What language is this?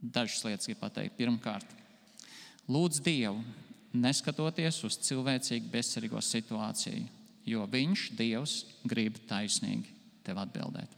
Latvian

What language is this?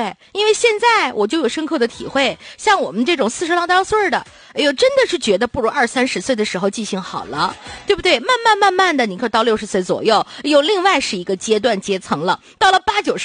Chinese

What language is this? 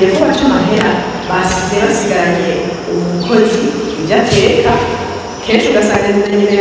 Rundi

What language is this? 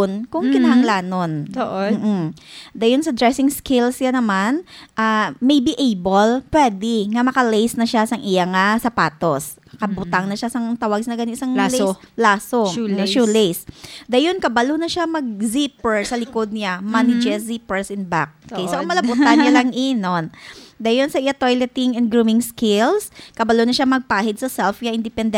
Hiligaynon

